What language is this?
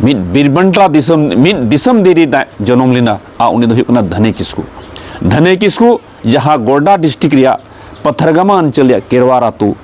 Santali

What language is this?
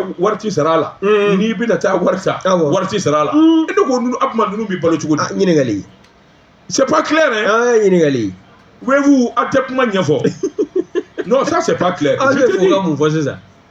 Bambara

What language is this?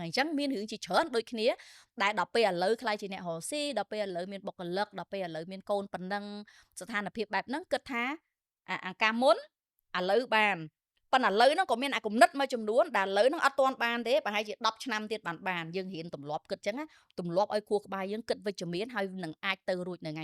Khmer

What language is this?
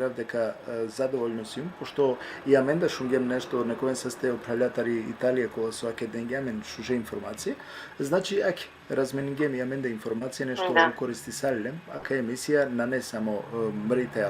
Balkan Romani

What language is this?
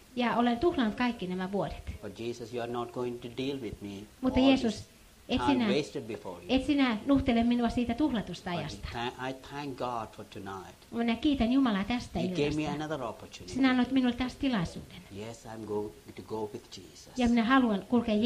Finnish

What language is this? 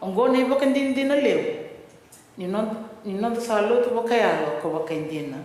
Fijian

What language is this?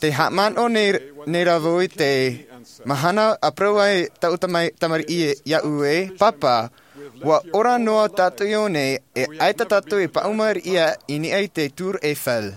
Tahitian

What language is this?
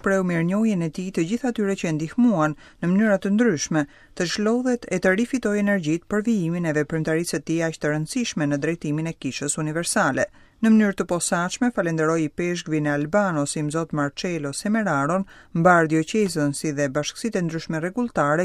Albanian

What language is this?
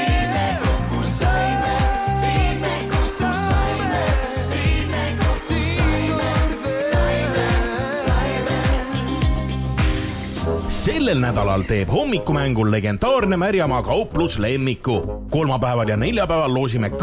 Estonian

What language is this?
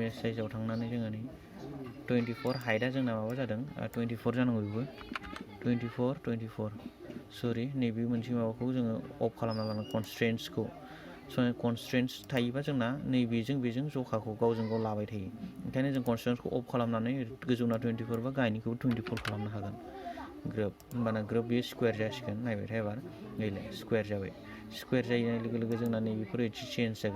Bodo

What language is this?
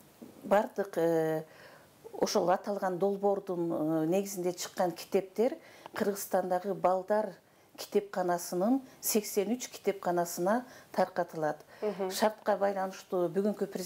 Kyrgyz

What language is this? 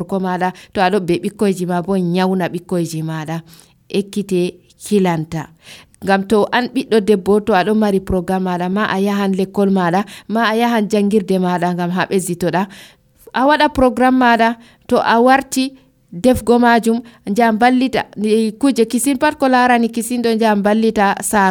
Nigerian Fulfulde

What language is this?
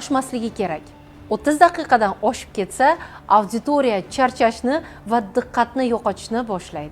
Uzbek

